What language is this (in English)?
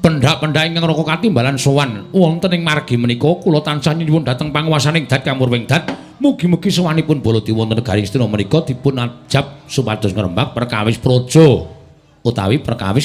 Javanese